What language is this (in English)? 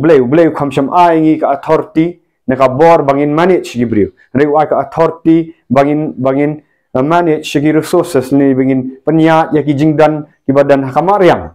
Khasi